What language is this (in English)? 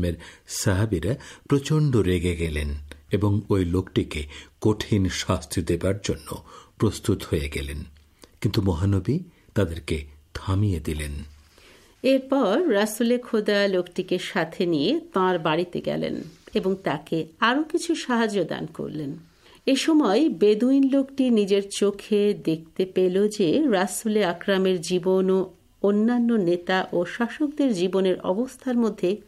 Bangla